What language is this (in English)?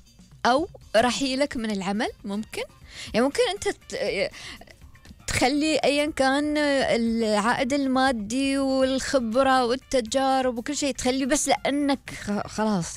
Gulf Arabic